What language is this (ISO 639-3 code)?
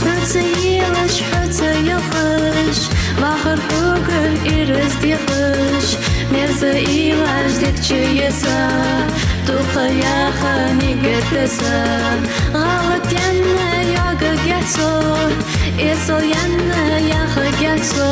inh